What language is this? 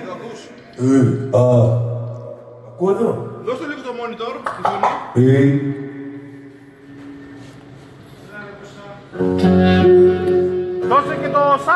Greek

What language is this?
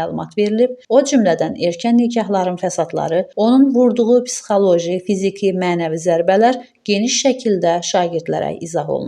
Azerbaijani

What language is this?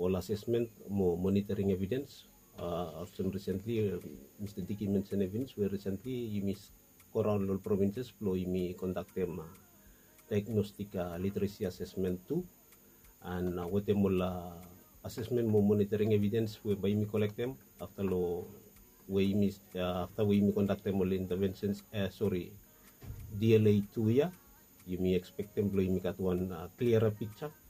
Bislama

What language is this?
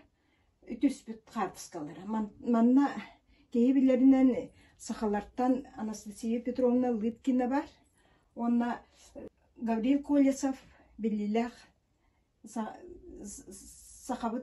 Yakut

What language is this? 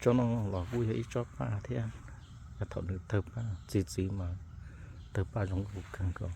Hmong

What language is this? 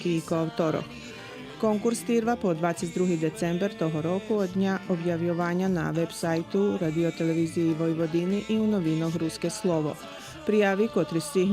Rusyn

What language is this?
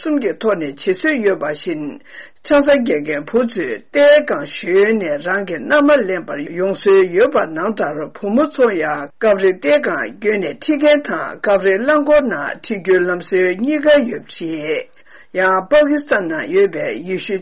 Tibetan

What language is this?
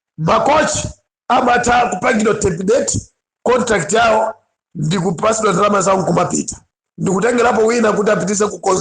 Nyanja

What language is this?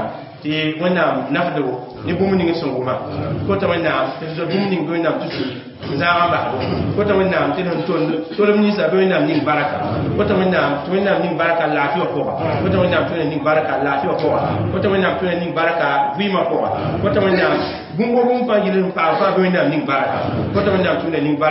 Mossi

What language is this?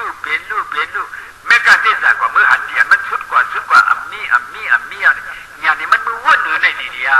Shan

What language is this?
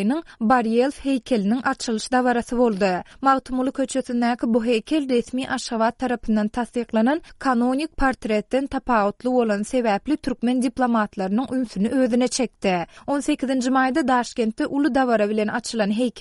Turkmen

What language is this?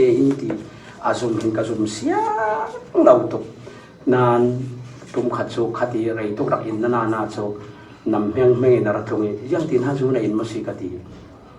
Falam Chin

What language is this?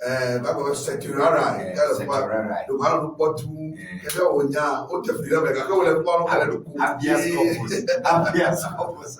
Ewe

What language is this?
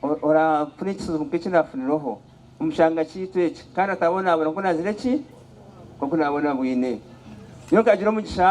Nyankole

